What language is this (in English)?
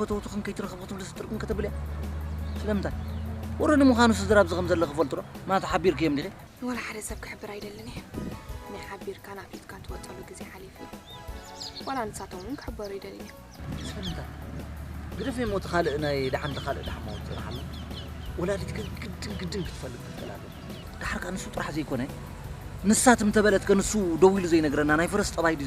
Tigrinya